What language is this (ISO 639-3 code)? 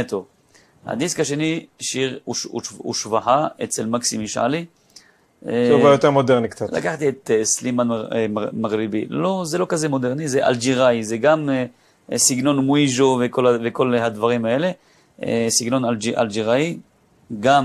heb